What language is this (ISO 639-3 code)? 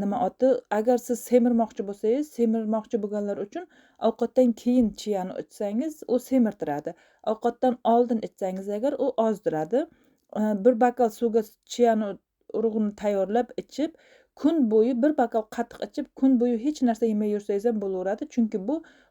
uzb